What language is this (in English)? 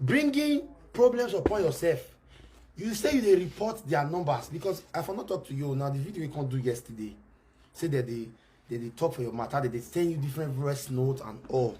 Nigerian Pidgin